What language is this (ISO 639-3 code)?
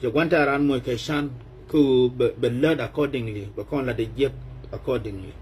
nus